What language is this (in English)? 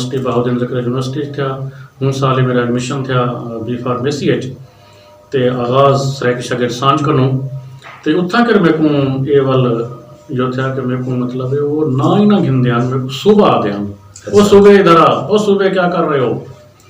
Saraiki